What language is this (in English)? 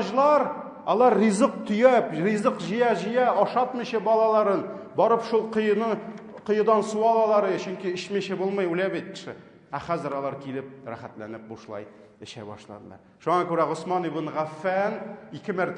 Tatar